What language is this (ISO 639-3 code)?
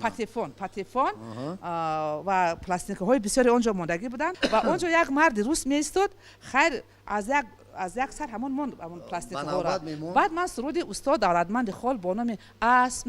tgk